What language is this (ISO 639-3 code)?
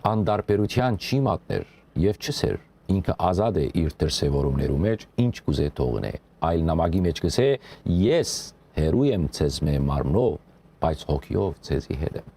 hyw